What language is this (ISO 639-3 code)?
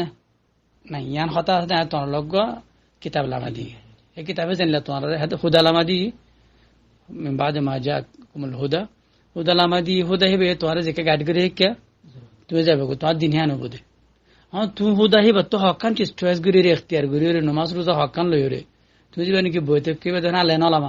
rhg